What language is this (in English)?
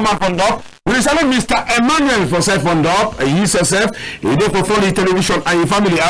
Cameroon Pidgin